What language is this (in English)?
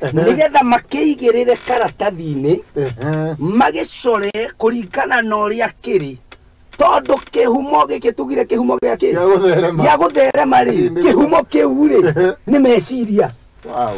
Kikuyu